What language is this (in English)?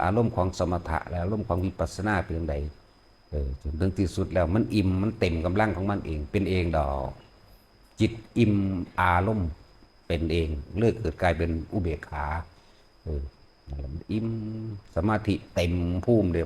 Northeastern Thai